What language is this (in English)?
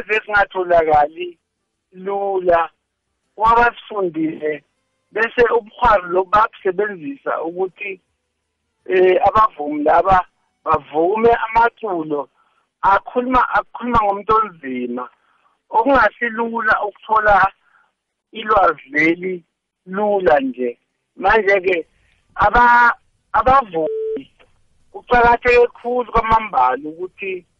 South Ndebele